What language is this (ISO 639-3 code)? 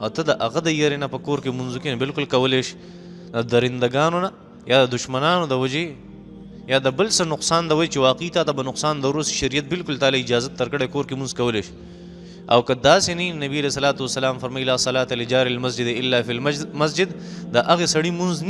pus